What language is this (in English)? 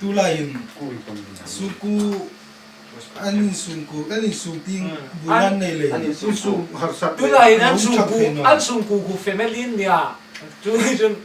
Hmar